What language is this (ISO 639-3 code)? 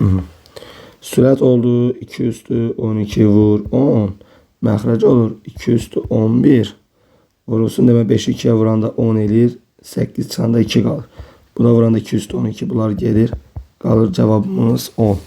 aze